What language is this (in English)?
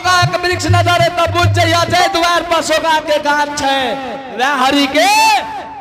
Angika